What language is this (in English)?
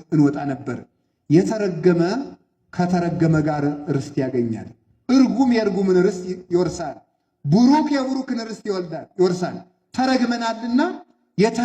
Amharic